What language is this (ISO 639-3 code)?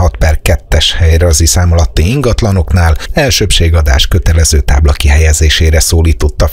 hun